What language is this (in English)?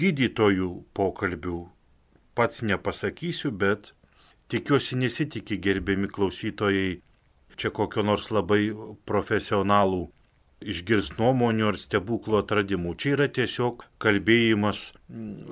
Lithuanian